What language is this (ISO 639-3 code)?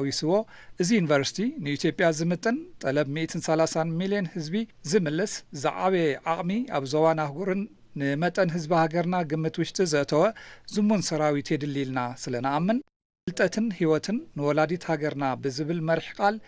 tir